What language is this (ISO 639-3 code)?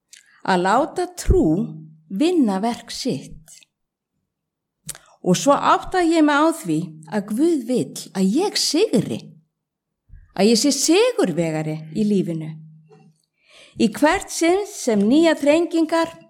isl